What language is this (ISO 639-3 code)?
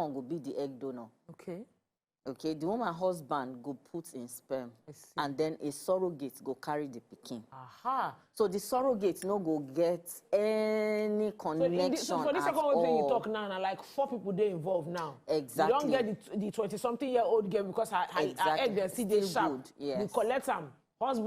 pcm